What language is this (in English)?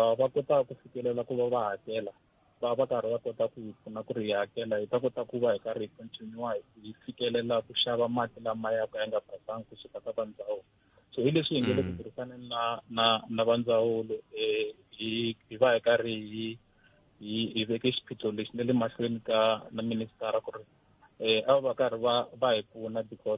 Tsonga